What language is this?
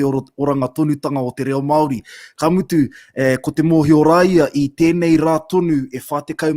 Māori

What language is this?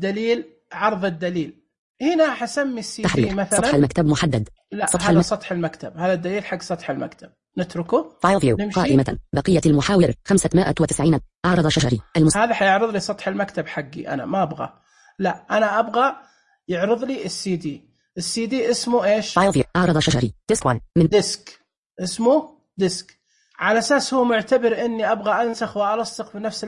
Najdi Arabic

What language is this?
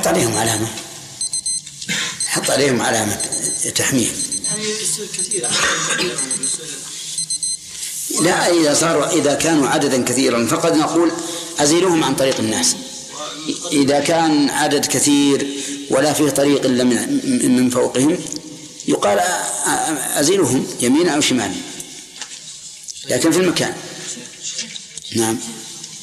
Arabic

